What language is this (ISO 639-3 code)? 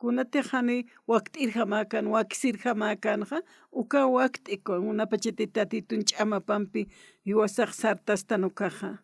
aym